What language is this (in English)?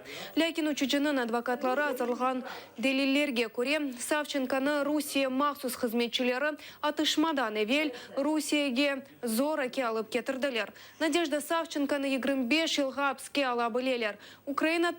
Crimean Tatar